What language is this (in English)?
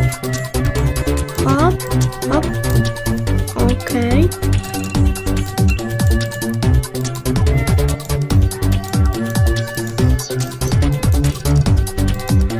Polish